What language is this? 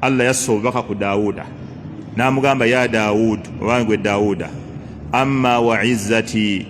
Ganda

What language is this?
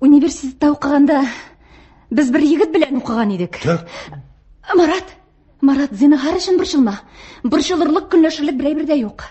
Tatar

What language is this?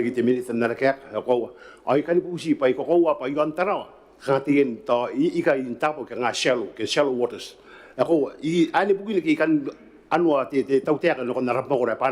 Gilbertese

